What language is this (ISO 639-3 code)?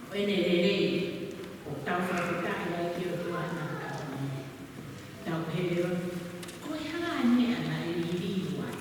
ton